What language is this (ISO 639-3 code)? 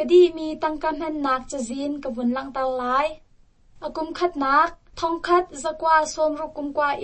cnh